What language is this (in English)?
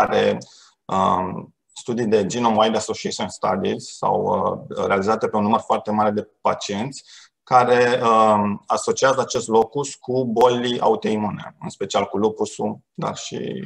Romanian